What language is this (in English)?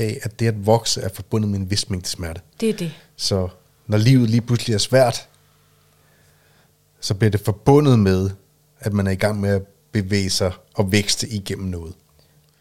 Danish